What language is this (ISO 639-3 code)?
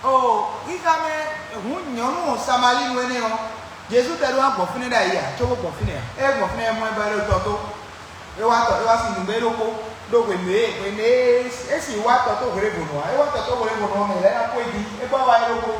fon